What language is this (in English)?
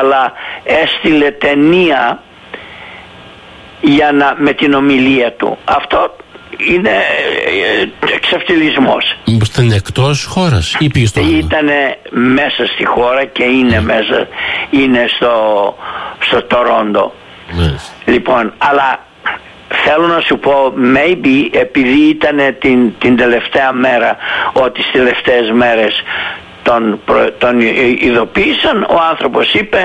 Greek